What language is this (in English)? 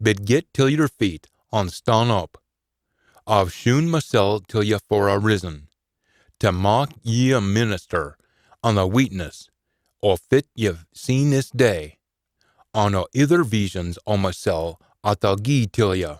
Scots